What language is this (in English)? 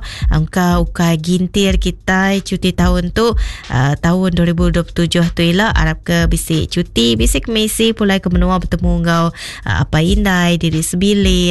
Iban